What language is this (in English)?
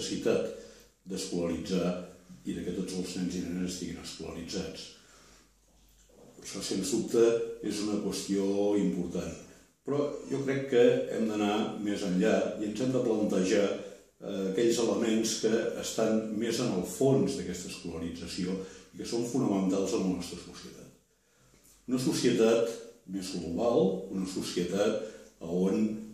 Catalan